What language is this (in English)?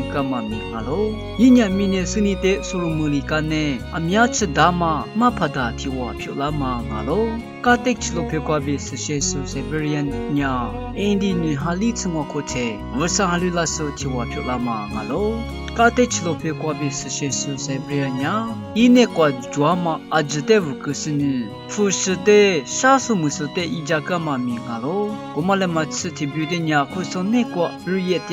Lisu